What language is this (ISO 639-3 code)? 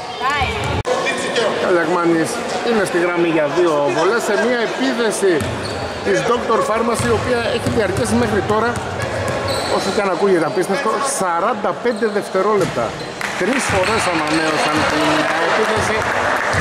ell